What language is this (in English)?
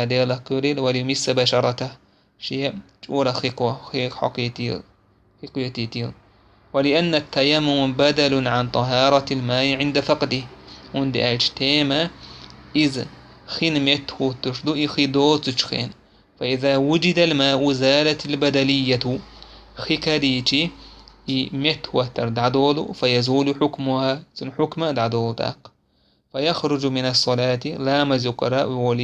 Chechen